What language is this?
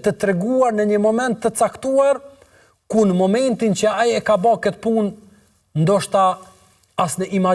Albanian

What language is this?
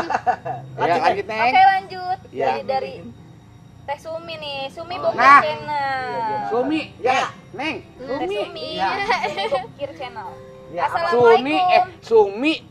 Betawi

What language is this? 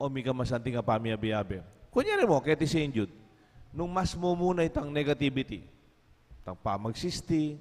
Pampanga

